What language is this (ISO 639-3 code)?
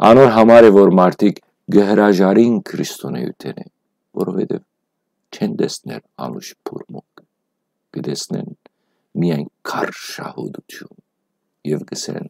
hyw